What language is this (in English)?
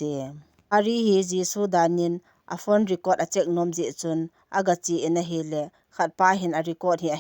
Thado Chin